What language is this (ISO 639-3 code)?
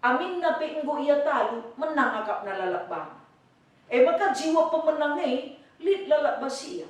btx